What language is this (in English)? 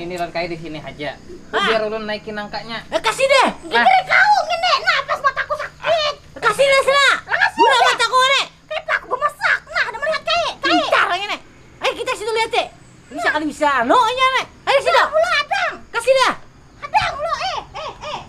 Banjar